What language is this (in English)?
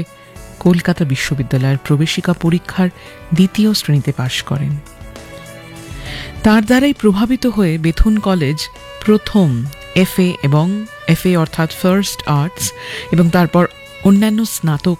Bangla